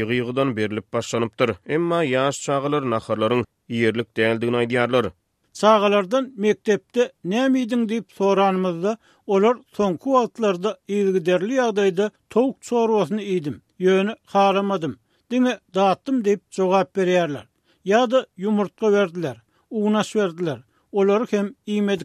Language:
Turkmen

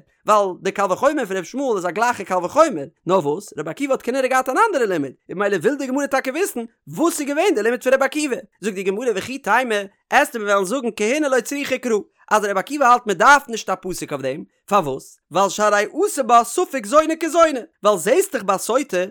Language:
Yiddish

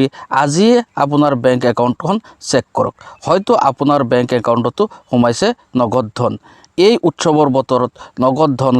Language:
Assamese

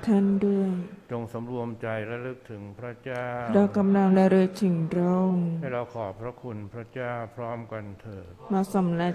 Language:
Thai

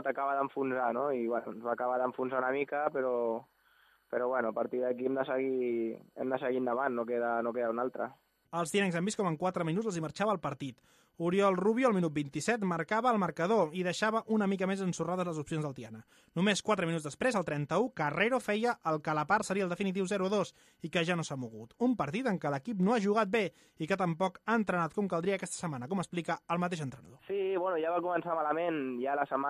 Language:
Catalan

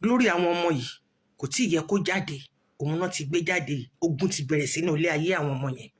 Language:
Yoruba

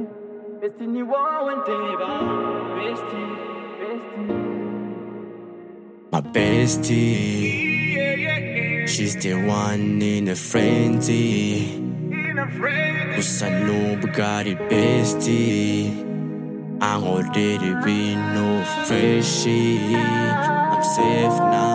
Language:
Kinyarwanda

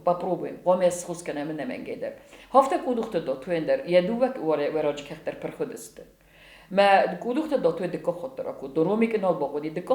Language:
Ossetic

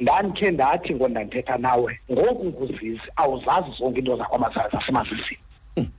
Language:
Xhosa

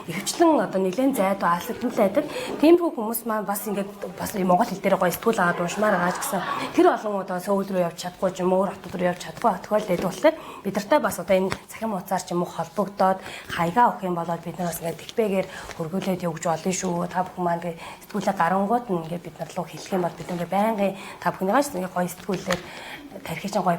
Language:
Mongolian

